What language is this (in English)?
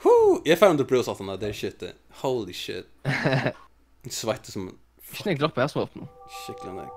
Faroese